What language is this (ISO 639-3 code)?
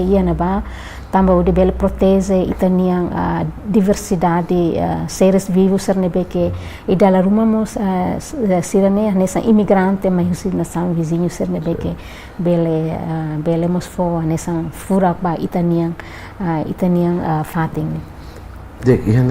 tet